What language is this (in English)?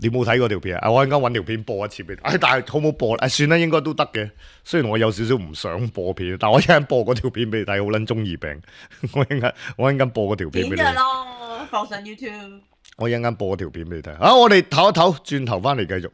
Cantonese